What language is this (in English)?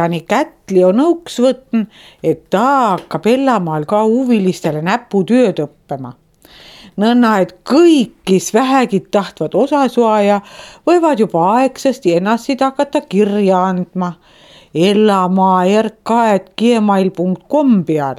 Estonian